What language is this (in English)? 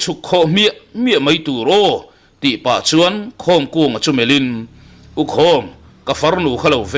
Mizo